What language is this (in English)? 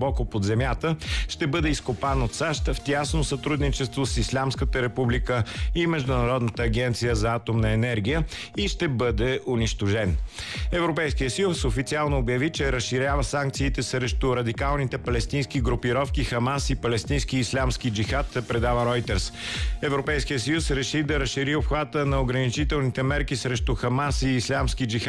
Bulgarian